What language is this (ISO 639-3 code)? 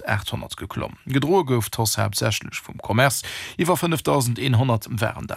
ltz